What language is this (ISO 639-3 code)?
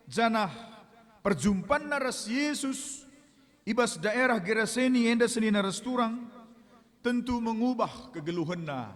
btx